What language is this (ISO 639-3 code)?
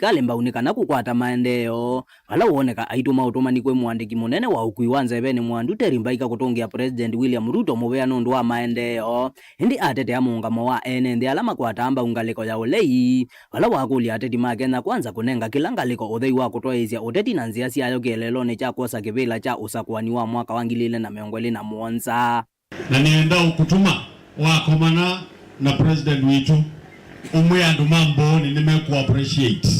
kam